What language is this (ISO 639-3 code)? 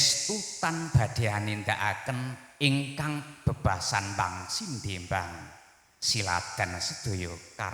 jav